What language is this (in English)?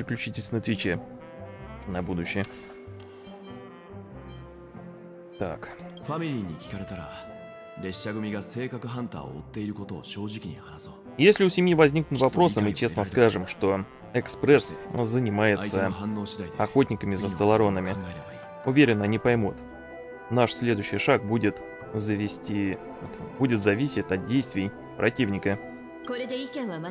Russian